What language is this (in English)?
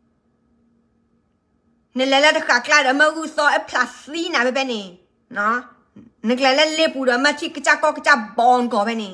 S'gaw Karen